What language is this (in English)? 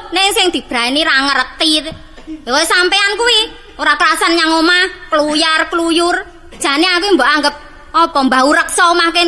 Javanese